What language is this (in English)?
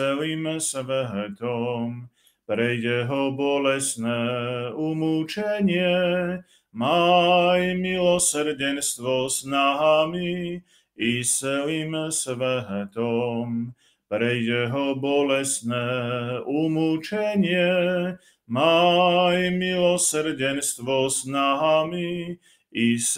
Slovak